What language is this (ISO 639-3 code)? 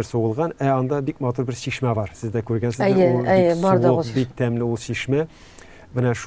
tat